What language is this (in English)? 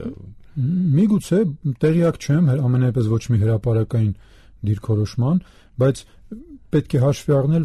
Armenian